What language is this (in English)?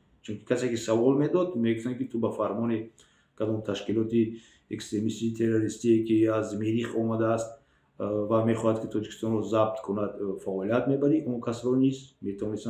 Tajik